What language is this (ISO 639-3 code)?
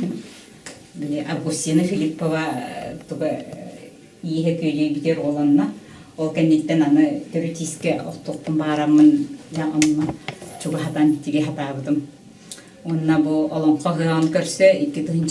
sah